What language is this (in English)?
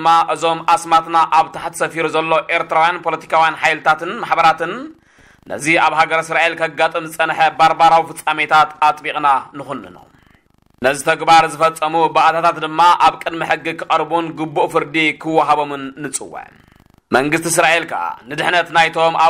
Tigrinya